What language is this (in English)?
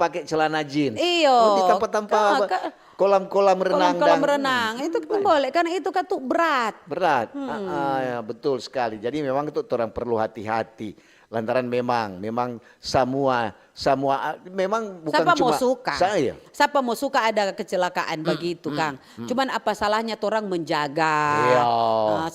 Manado Malay